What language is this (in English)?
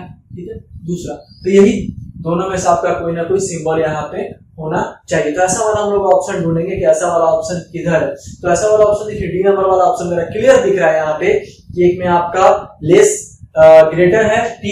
Hindi